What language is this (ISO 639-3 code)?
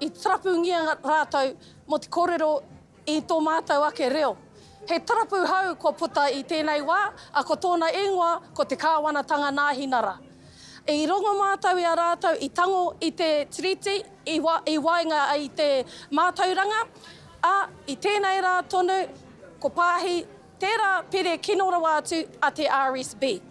mri